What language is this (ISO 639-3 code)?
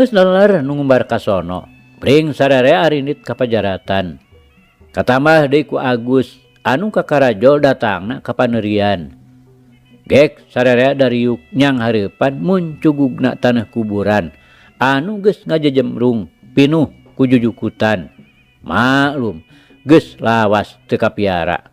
sun